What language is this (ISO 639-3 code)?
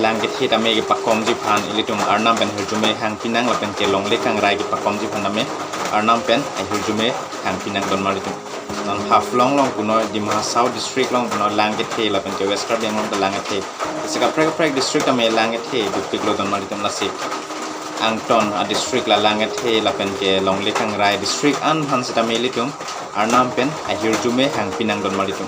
mjw